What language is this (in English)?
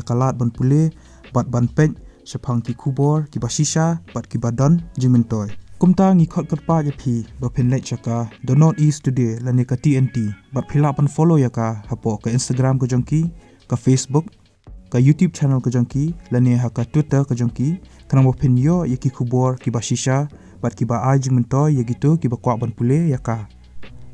Khasi